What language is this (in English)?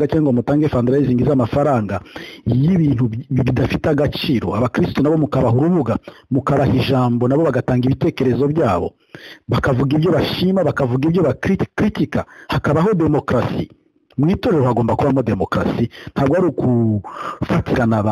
Kinyarwanda